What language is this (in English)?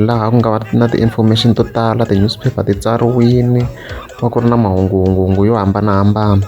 Tsonga